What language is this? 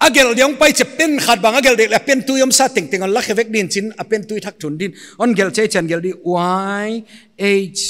Paite Chin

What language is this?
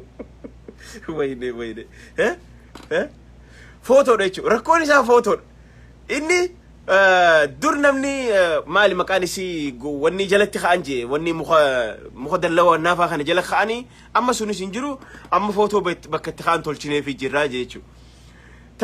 Oromo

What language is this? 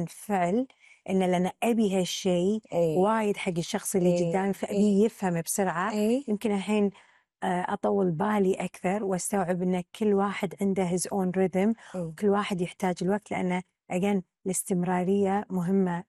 Gulf Arabic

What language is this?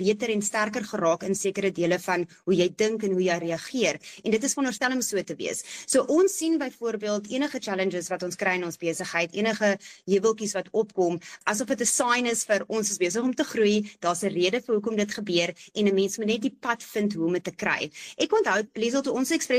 Afrikaans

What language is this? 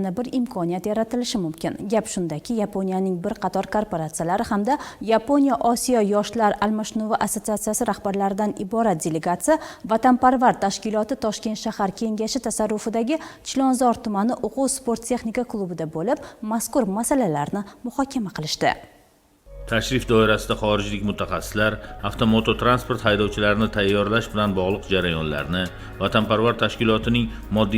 Uzbek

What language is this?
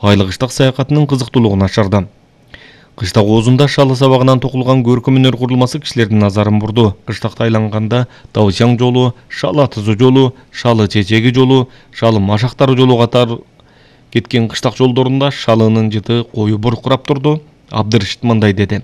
Kyrgyz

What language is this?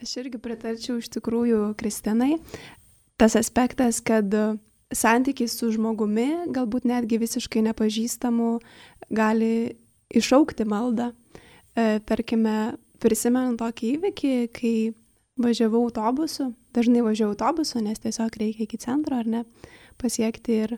Lithuanian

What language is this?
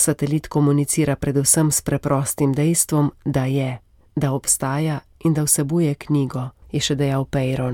Slovenian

